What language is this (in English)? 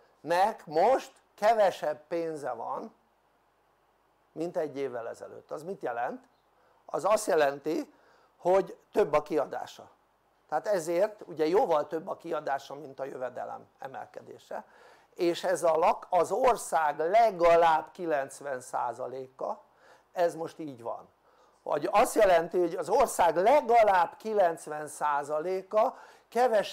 Hungarian